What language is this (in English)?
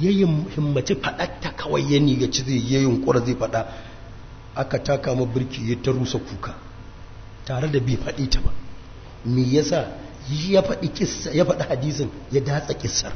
Hausa